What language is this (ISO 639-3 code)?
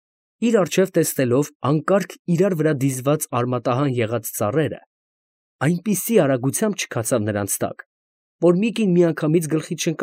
hye